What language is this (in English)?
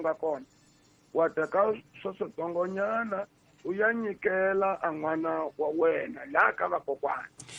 Tsonga